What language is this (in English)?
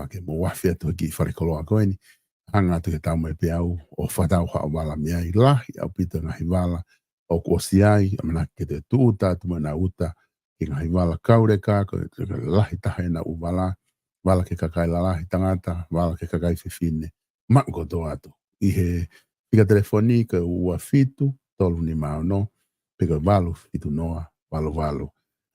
Tongan